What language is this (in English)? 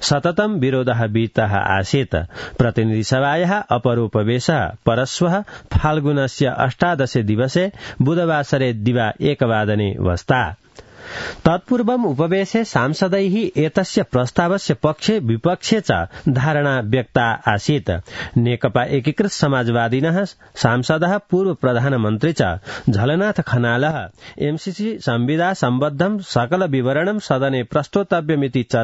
Sanskrit